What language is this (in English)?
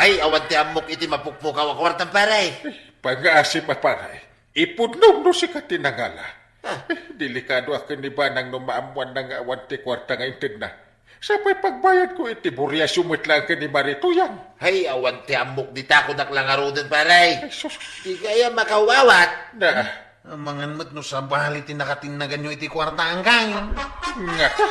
Iloko